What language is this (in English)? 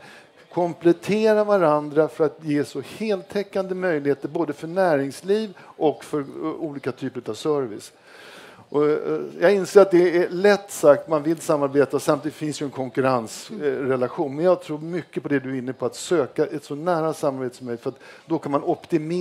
Swedish